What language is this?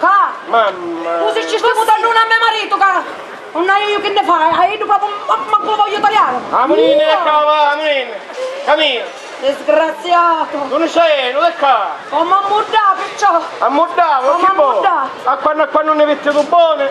Sicilian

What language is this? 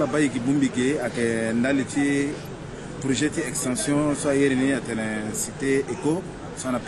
Sango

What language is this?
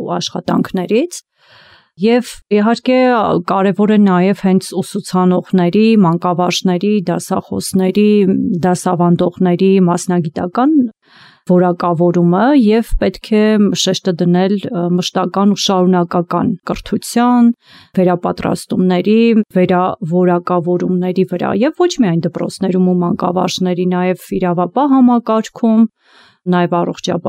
Armenian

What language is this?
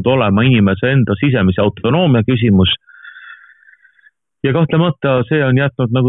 Estonian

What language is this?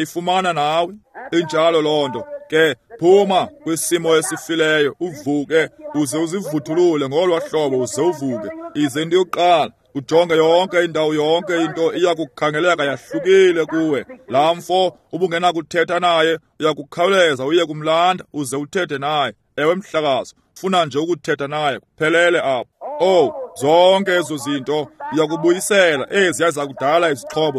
Xhosa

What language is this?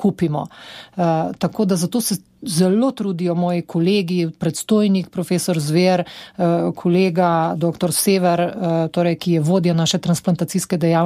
Slovenian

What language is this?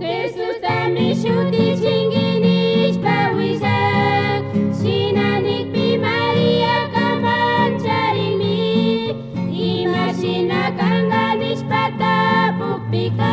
Chimborazo Highland Quichua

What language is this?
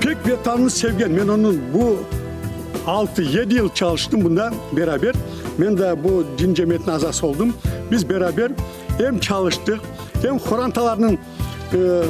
Crimean Tatar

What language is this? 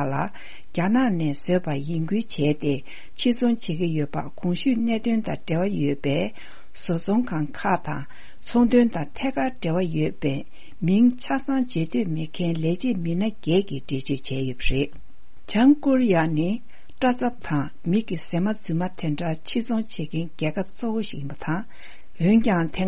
Tibetan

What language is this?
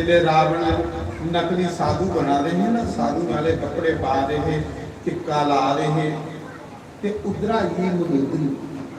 Dogri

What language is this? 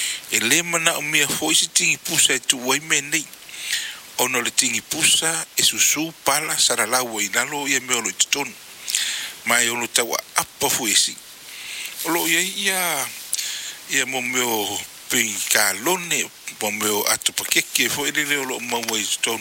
Samoan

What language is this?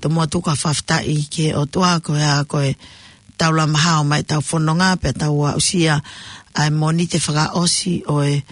Tongan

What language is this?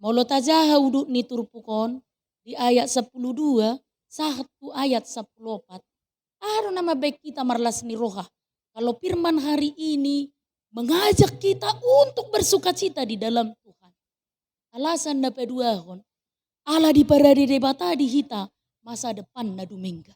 Batak Toba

